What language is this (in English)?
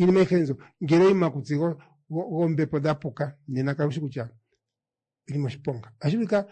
Kuanyama